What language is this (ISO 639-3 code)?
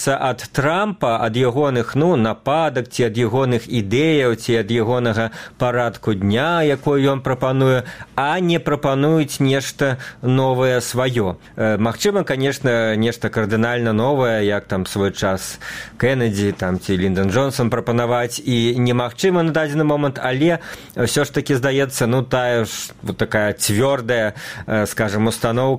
bel